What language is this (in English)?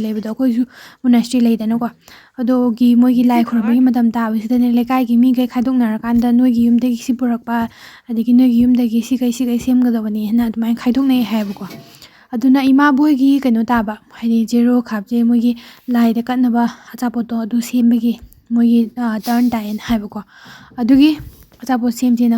Manipuri